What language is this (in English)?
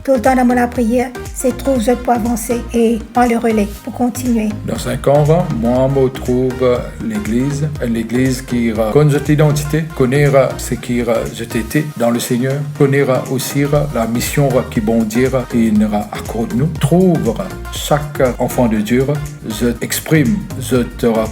Morisyen